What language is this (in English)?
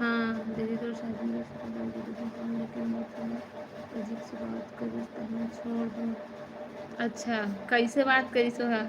Chhattisgarhi